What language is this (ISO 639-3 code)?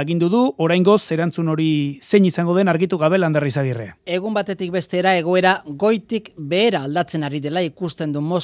eus